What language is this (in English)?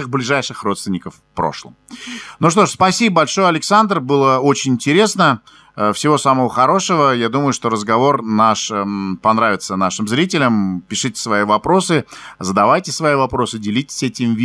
Russian